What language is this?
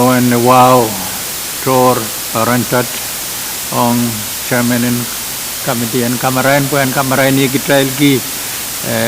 Pohnpeian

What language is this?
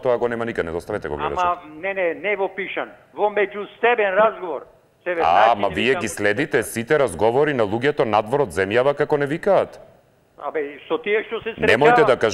Macedonian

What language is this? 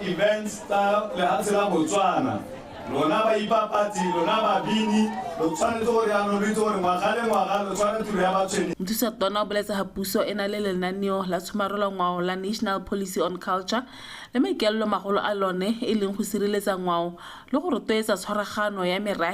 Tswana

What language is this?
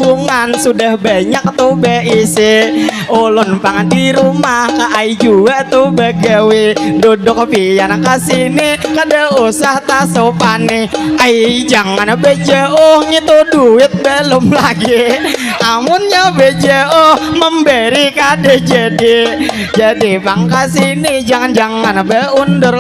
Banjar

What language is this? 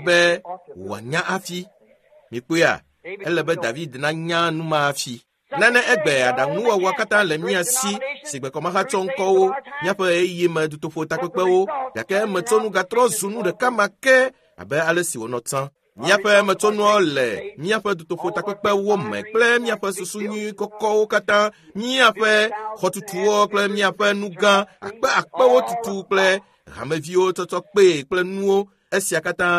Ewe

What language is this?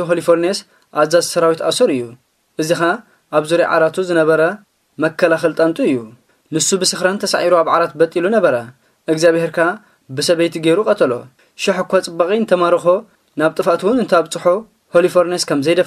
Tigrinya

